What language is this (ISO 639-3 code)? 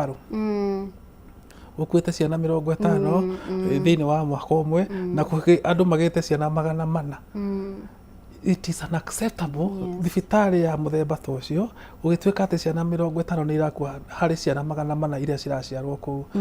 kik